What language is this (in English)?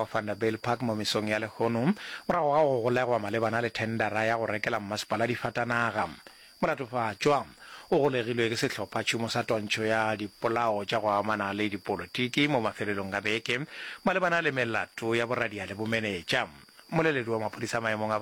Northern Sotho